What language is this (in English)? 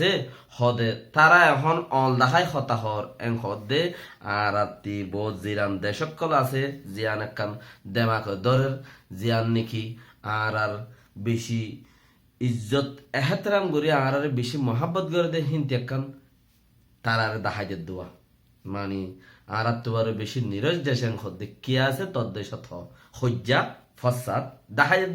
Rohingya